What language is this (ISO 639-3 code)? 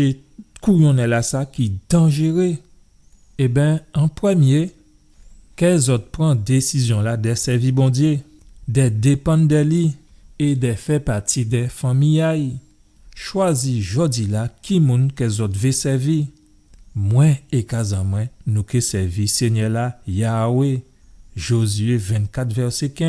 gcf